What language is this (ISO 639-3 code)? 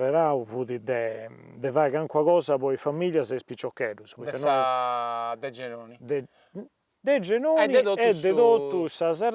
srd